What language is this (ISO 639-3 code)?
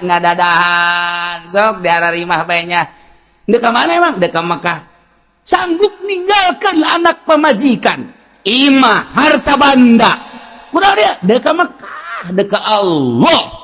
sun